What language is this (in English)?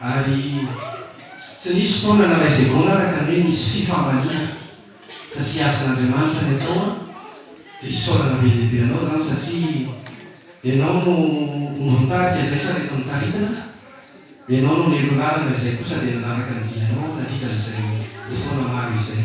Malagasy